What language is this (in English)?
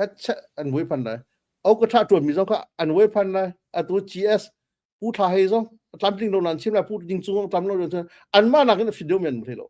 Hakha Chin